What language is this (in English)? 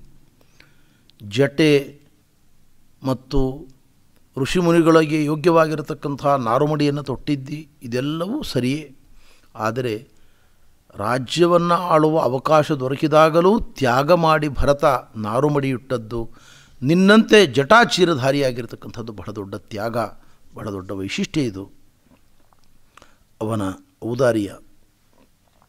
Kannada